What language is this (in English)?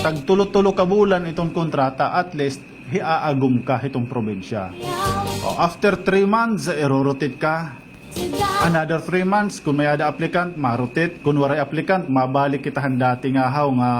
Waray